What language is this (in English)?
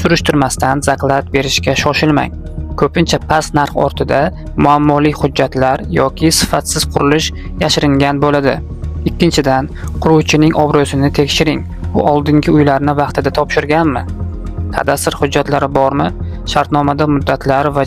Uzbek